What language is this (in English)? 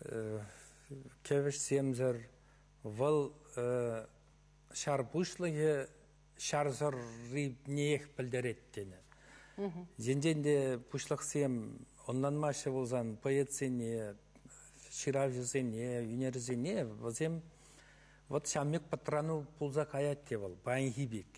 Chuvash